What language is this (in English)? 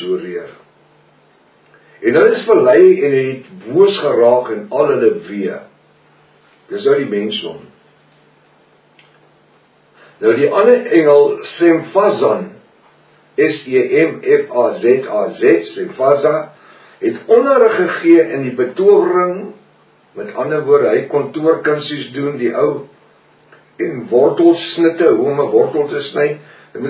Afrikaans